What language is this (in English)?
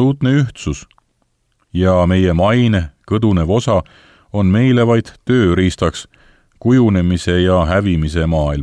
Estonian